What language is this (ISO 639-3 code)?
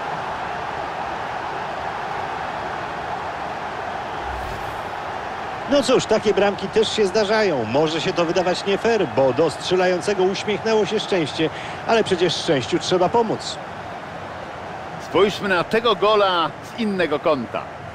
pol